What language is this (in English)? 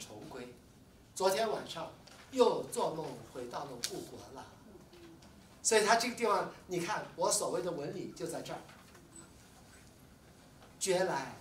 Chinese